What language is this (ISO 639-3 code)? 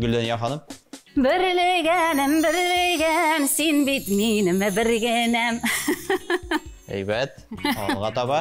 tat